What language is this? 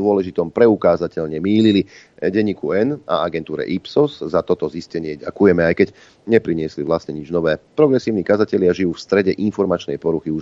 Slovak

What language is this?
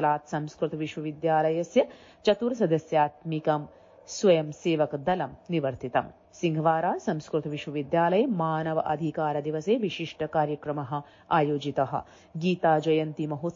Sanskrit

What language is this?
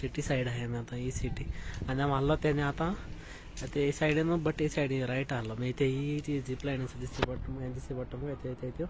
Konkani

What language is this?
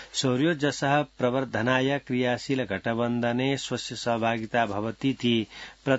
Sanskrit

